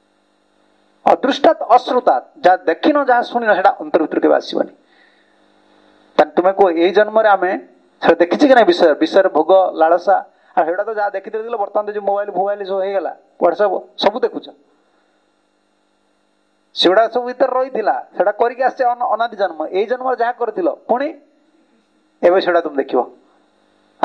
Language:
Odia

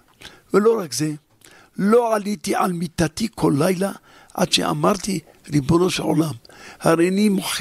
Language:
Hebrew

